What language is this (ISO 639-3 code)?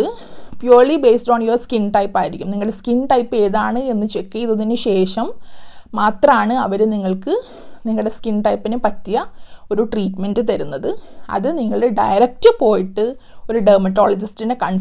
mal